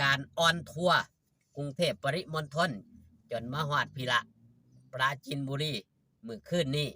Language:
Northeastern Thai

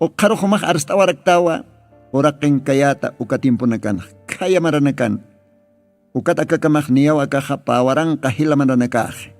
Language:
Aymara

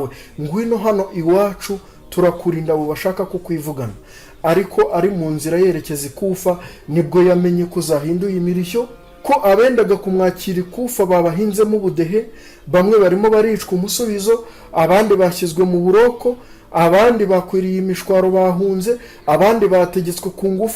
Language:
Kinyarwanda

